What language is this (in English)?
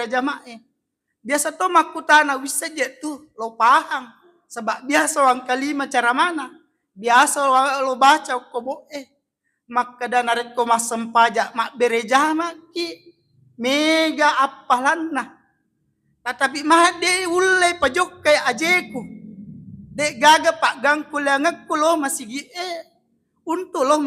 Buginese